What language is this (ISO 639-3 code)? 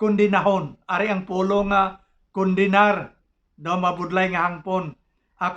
hil